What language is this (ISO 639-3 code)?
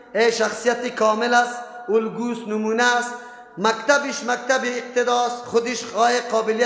fas